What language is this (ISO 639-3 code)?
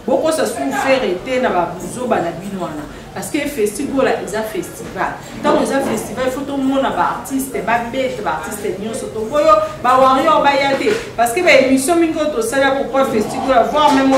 lin